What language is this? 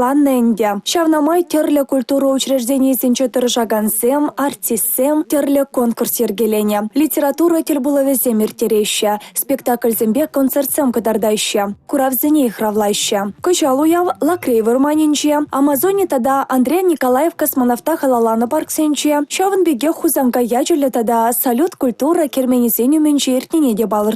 Chuvash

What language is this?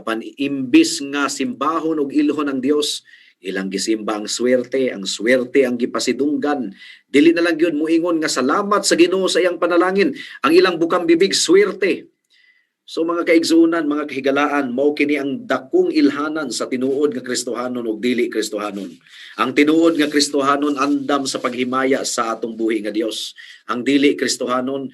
Cebuano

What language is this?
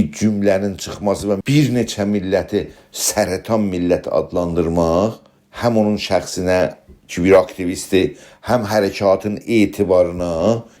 South Azerbaijani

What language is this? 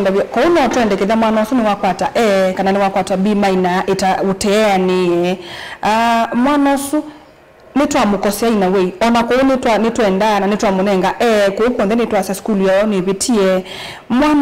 Kamba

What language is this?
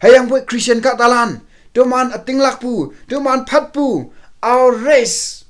Konyak Naga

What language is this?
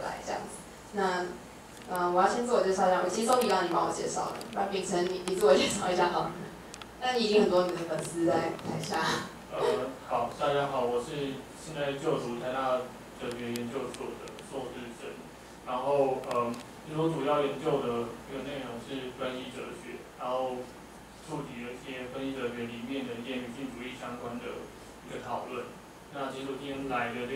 Chinese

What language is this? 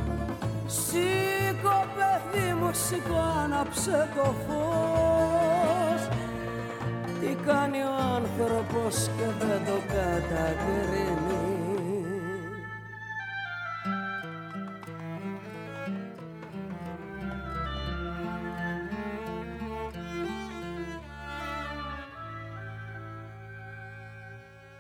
Greek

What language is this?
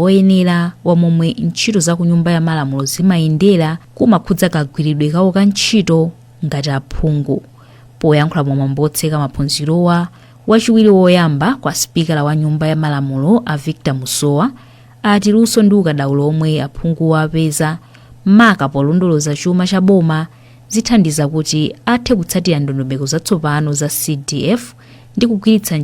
Nyanja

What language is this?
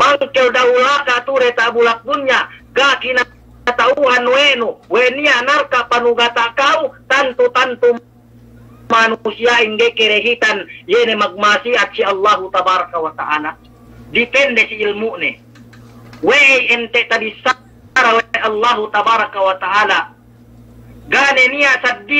Yakan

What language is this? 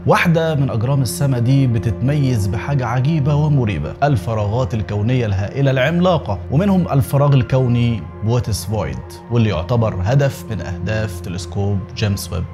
Egyptian Arabic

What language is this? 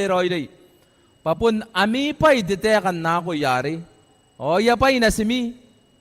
Gilbertese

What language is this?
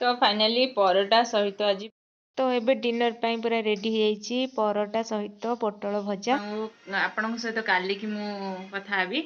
Odia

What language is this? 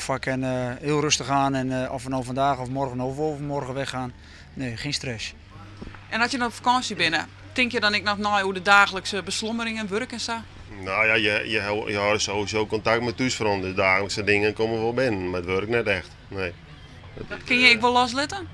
Western Frisian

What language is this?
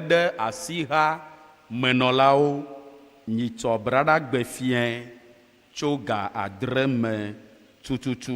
Ewe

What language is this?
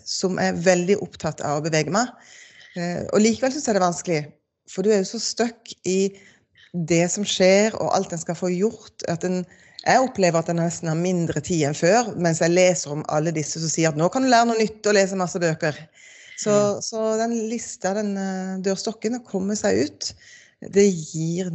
Norwegian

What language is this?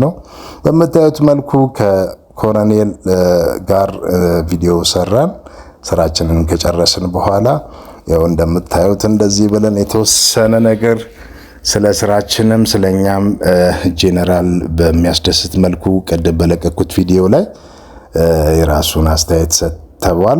Amharic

